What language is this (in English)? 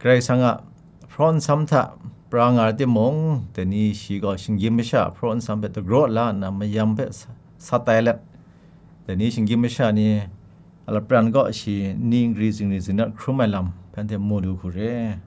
Kachin